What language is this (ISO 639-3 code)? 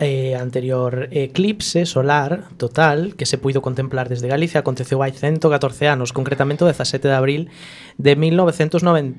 glg